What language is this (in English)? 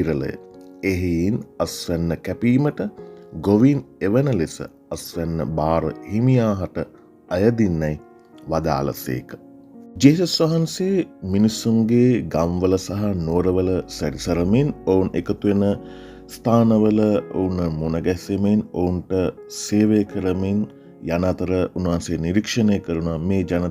Sinhala